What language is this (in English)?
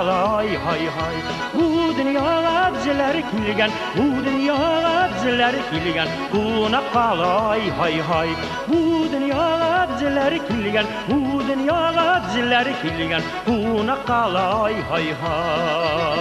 Tatar